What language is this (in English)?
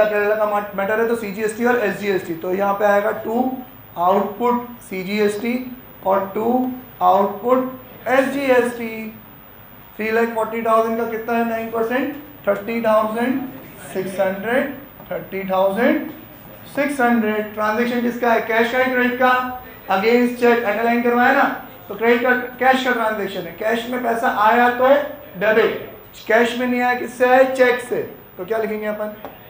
Hindi